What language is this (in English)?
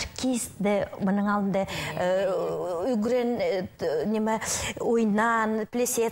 Khakas